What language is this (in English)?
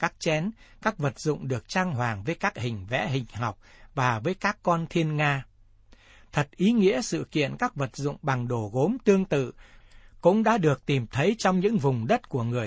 Vietnamese